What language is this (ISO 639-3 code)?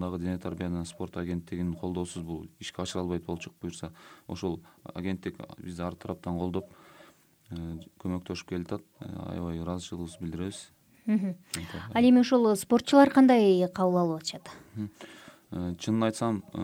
kir